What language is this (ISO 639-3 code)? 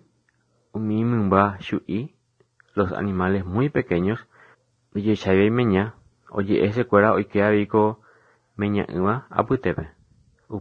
grn